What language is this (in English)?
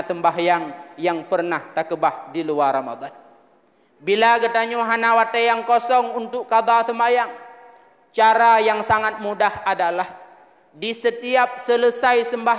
Achinese